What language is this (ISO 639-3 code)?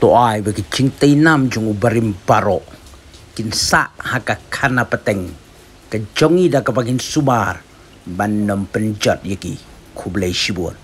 kha